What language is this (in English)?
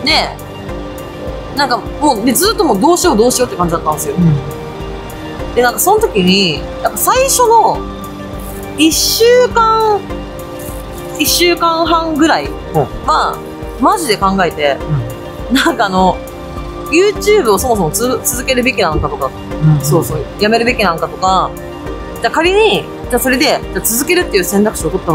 Japanese